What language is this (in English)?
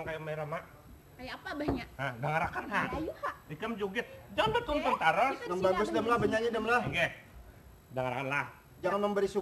Banjar